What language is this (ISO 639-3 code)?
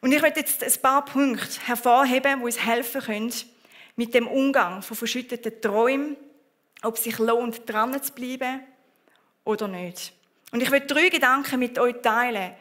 gsw